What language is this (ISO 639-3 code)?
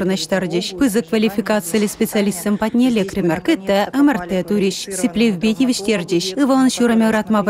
chv